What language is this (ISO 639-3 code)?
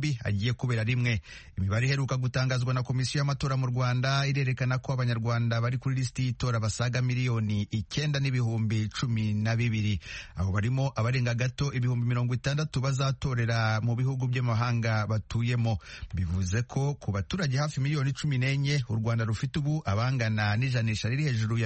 kin